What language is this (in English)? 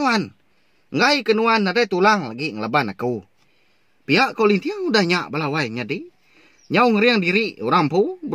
Iban